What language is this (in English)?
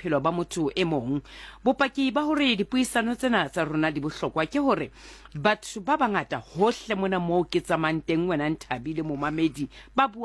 Southern Sotho